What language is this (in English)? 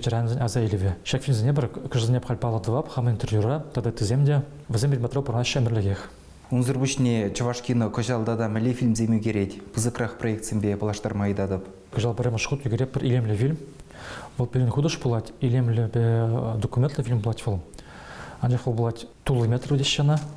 Chuvash